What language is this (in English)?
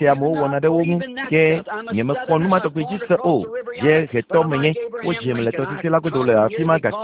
Ewe